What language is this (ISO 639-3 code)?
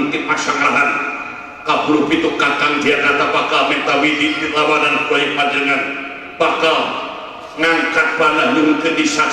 sun